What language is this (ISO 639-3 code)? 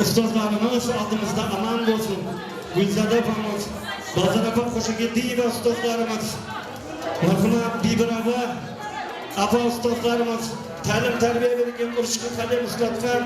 kaa